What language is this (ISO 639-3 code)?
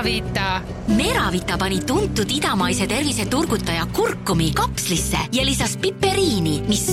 est